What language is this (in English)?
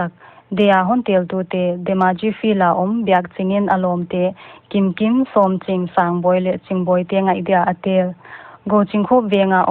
Paite Chin